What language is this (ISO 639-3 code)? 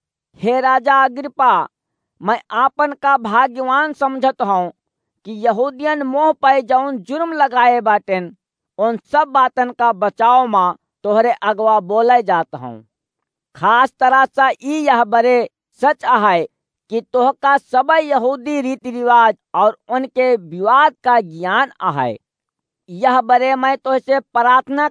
awa